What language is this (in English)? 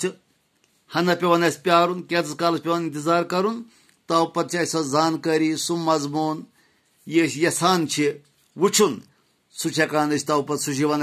Kashmiri